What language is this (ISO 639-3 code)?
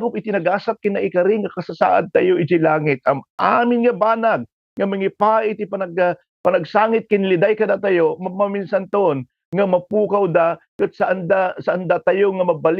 ilo